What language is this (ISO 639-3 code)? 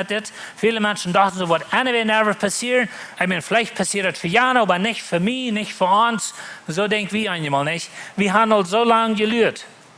pdt